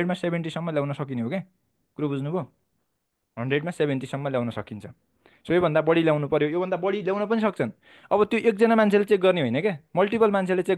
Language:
Nepali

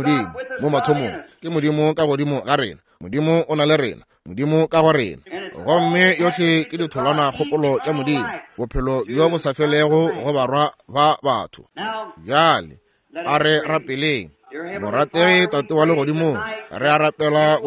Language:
Northern Sotho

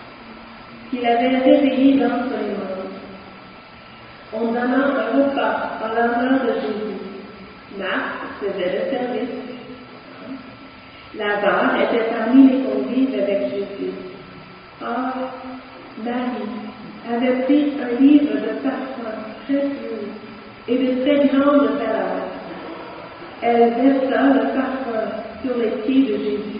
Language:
French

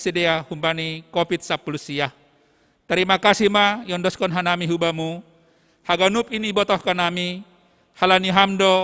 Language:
Batak Simalungun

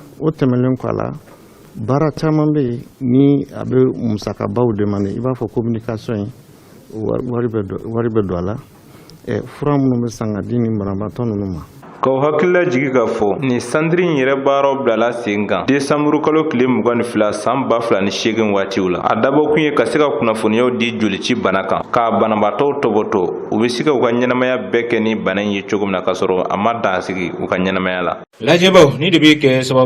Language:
Bambara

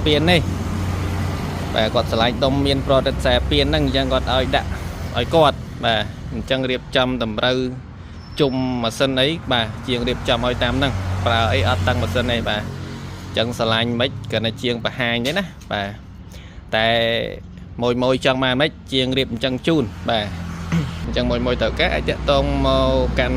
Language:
Khmer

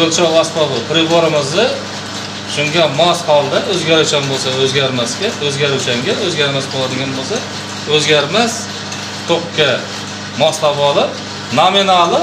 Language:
Uzbek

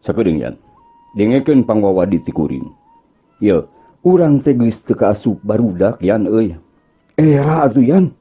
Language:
Sundanese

